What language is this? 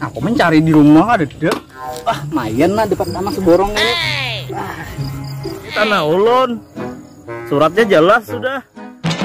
Banjar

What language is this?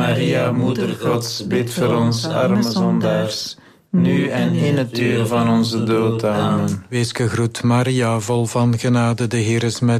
Dutch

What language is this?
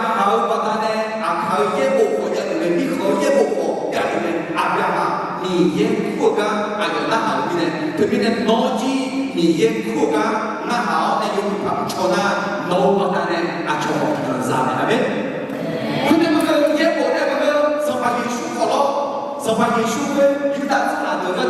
Akha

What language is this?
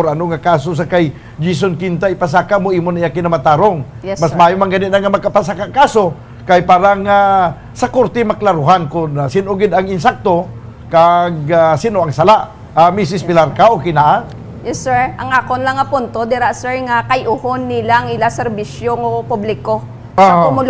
Hiligaynon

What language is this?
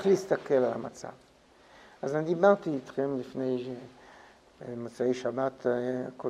Hebrew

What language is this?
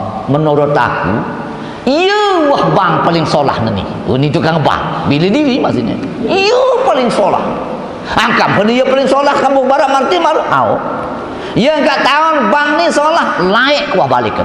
Sasak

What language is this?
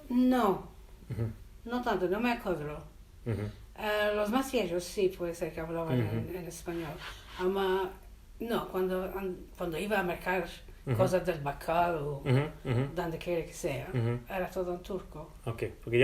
Ladino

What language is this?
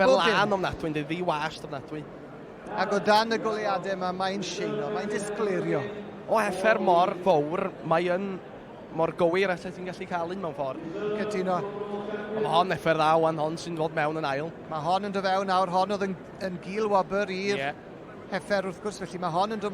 Welsh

